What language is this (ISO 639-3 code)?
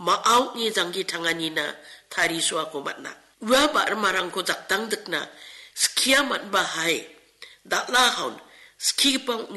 grt